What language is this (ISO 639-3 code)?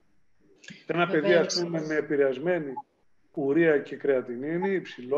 ell